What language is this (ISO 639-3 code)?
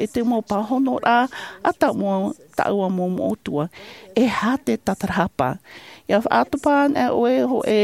tah